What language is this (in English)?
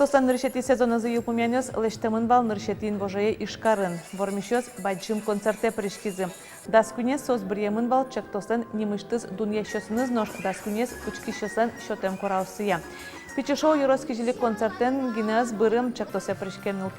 Udmurt